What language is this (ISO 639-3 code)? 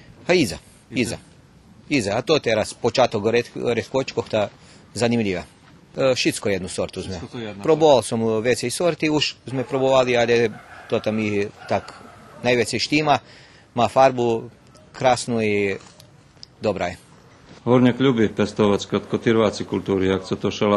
rue